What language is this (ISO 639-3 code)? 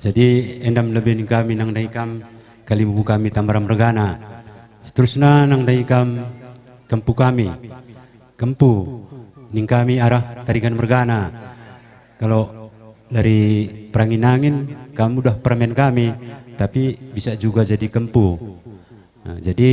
btx